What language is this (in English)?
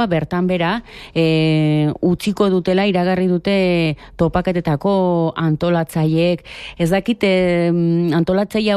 Basque